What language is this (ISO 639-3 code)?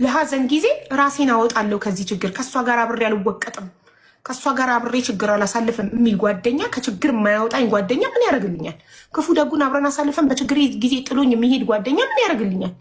amh